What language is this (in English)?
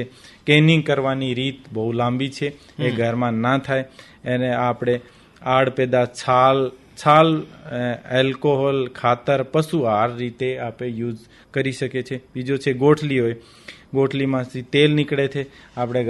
Gujarati